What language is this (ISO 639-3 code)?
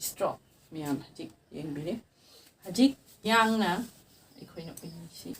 mni